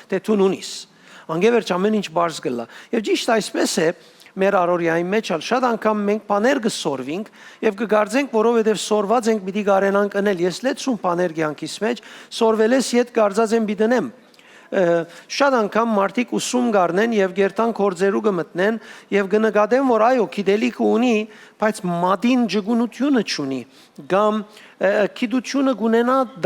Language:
Western Armenian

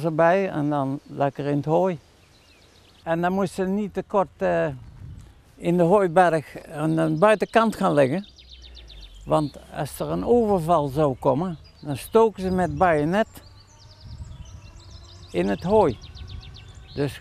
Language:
Dutch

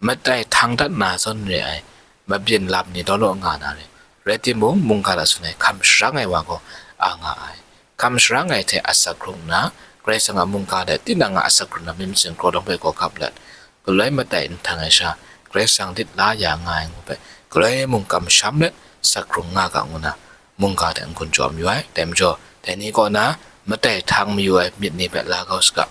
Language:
Kachin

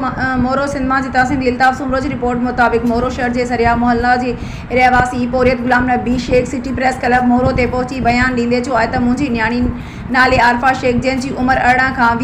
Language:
Sindhi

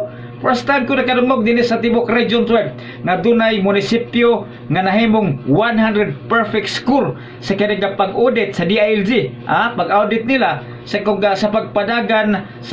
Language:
Cebuano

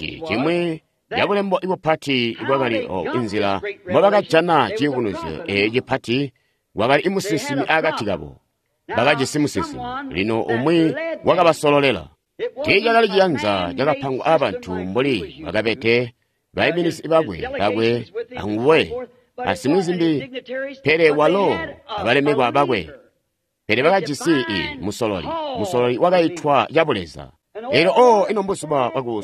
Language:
Tonga (Zambia)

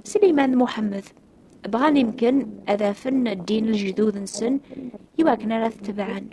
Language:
Kabyle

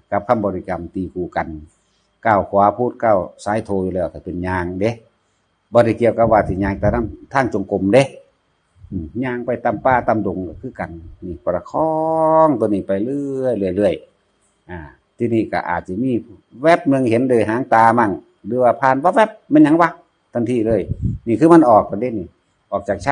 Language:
Northeastern Thai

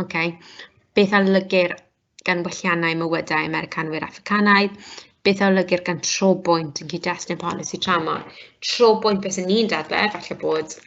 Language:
Welsh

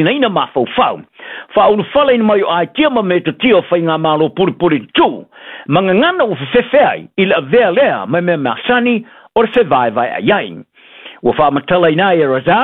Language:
Samoan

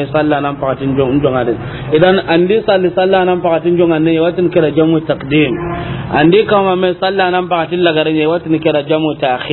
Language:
Soninke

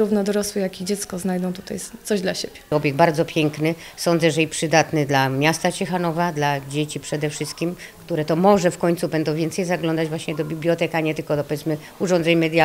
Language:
Polish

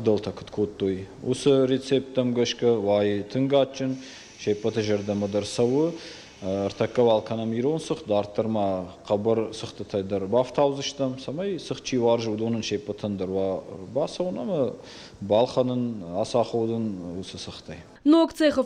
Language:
Ossetic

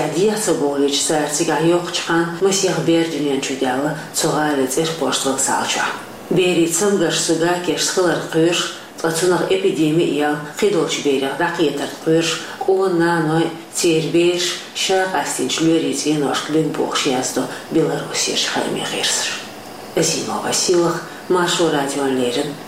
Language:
Chechen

